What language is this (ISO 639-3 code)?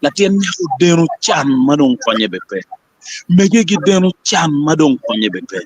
ach